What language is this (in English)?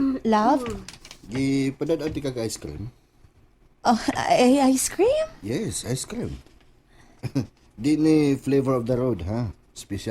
Cebuano